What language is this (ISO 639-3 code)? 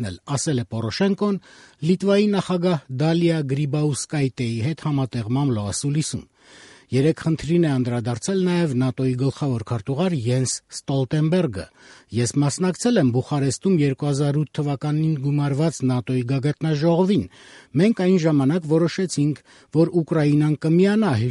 hye